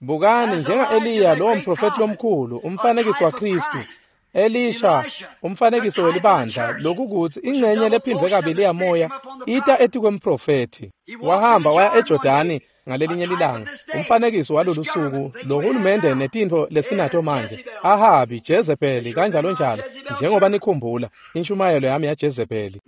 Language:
Swati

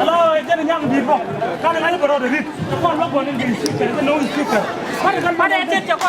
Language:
Nuer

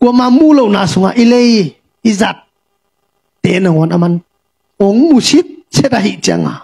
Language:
Tedim Chin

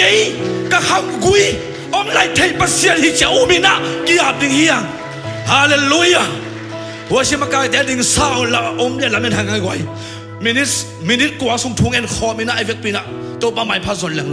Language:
Tedim Chin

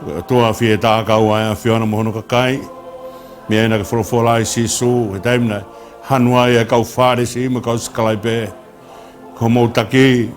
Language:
Tongan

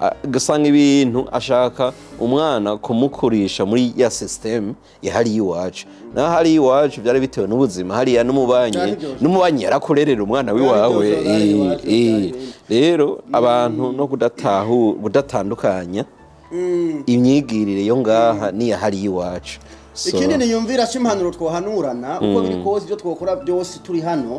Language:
Rundi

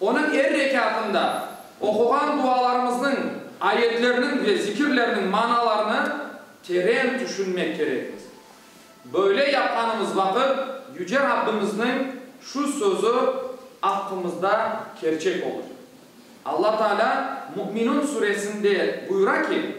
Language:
Crimean Tatar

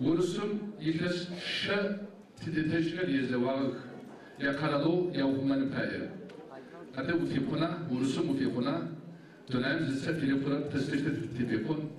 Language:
Adyghe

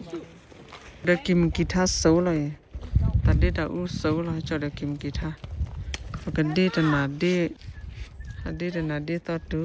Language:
S'gaw Karen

